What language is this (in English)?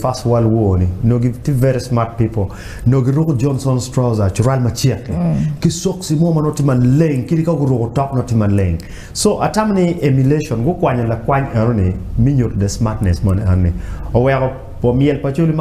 Acoli